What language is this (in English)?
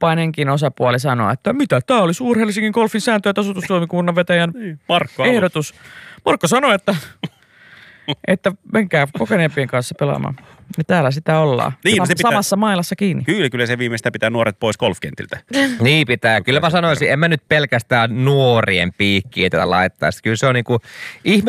Finnish